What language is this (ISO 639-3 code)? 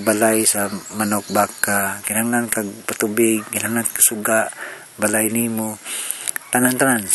ceb